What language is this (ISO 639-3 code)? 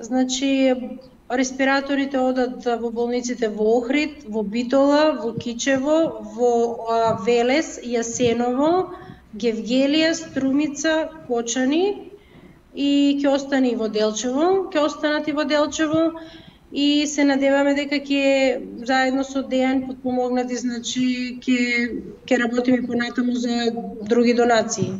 mkd